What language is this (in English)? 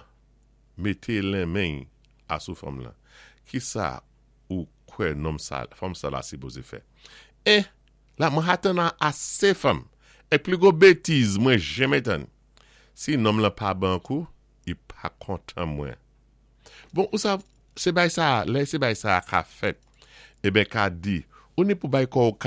Saint Lucian Creole French